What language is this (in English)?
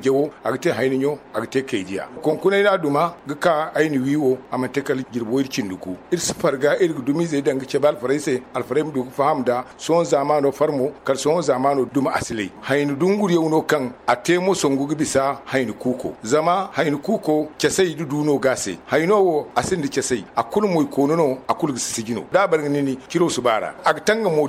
Zarma